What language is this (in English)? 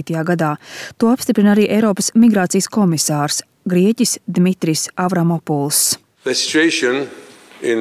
Latvian